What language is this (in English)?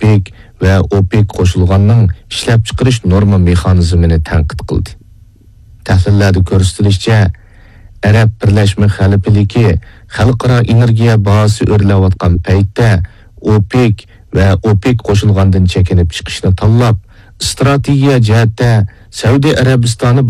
Uyghur